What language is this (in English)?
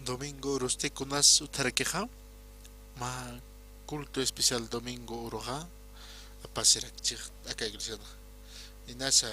Aymara